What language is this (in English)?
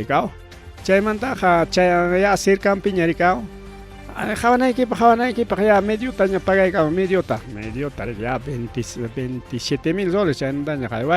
Ayacucho Quechua